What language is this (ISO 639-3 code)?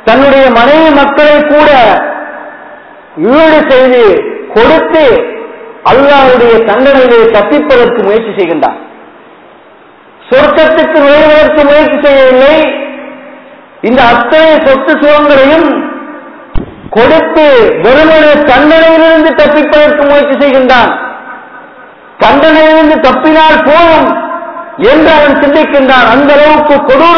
tam